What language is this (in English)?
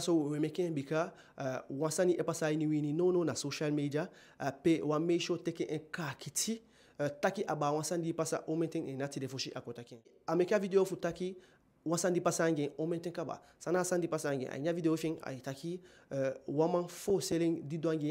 Eastern Maroon Creole